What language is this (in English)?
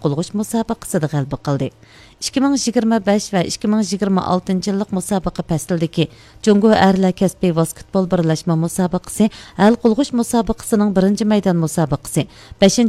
Uyghur